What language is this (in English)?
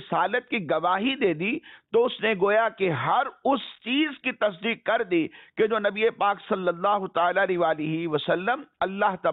Urdu